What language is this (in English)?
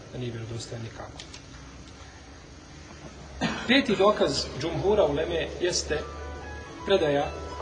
Bosnian